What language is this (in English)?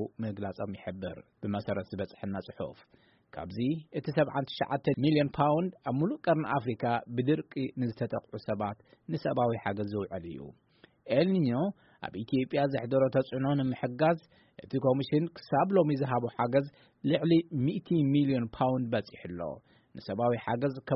Tigrinya